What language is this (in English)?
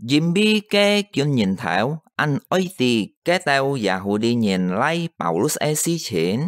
Hakka Chinese